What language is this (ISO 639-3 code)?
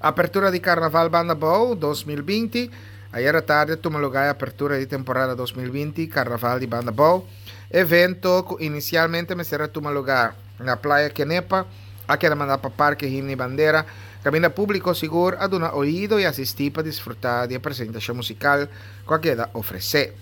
pap